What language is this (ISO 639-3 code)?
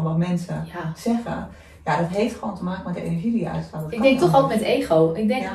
nld